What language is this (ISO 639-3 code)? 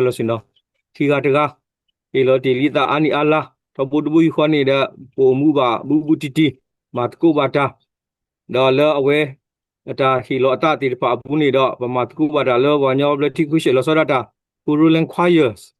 ksw